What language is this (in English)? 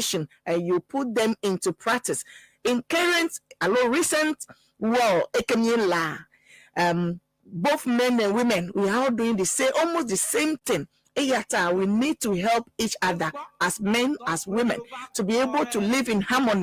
Ewe